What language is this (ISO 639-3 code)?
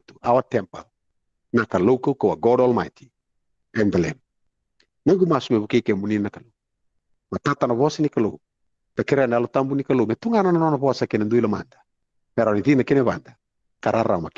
fij